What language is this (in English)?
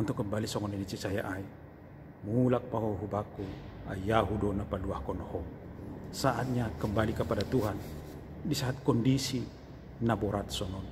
Batak Simalungun